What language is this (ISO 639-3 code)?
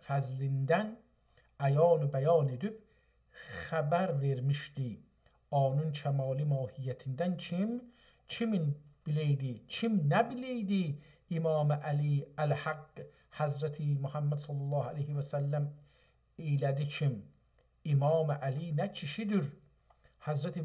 azb